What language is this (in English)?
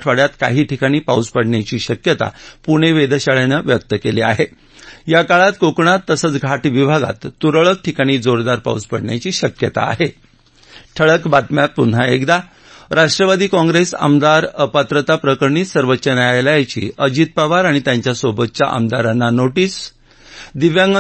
Marathi